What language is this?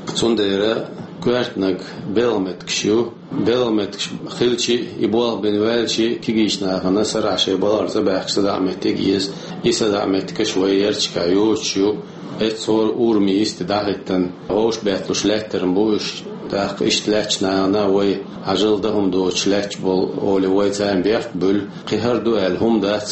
Chechen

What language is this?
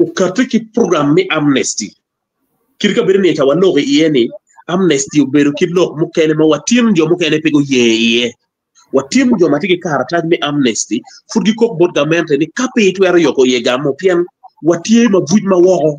Acoli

